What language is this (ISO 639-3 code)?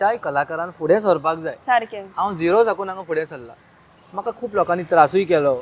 kok